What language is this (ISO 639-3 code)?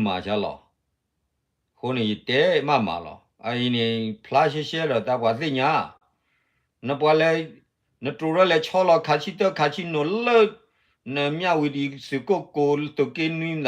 ksw